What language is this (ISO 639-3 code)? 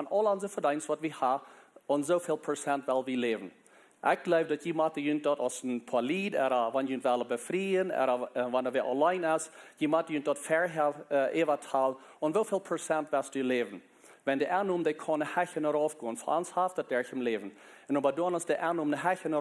pdt